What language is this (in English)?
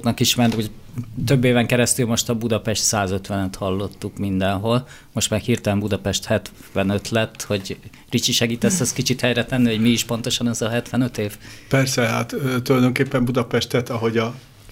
Hungarian